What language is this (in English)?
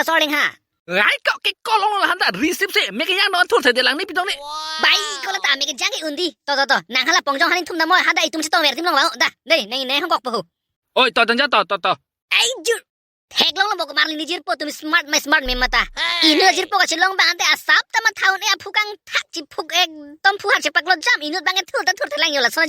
Karbi